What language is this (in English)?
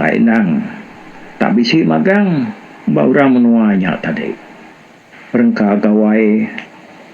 Iban